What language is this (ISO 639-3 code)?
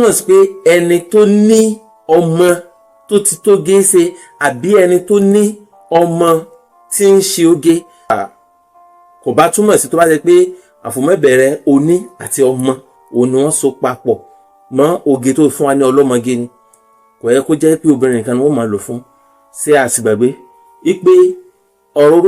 yor